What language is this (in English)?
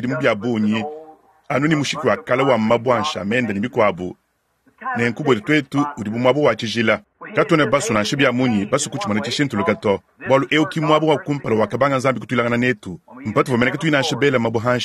Luba-Lulua